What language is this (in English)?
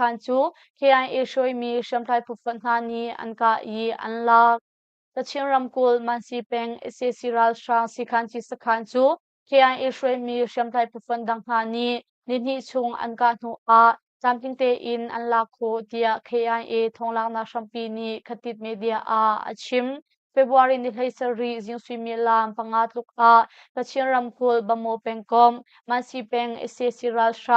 Hakha Chin